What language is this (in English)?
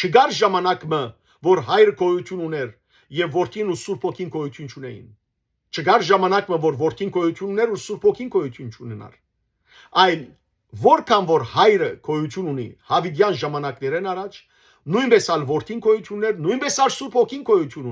Western Armenian